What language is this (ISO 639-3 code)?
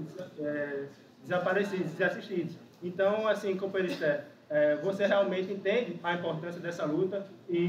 por